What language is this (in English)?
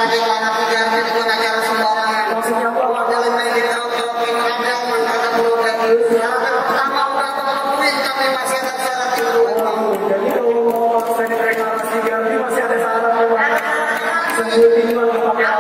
Betawi